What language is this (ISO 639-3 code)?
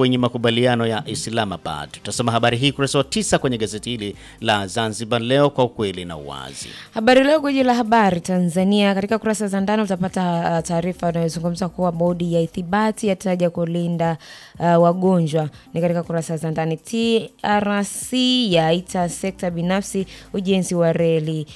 swa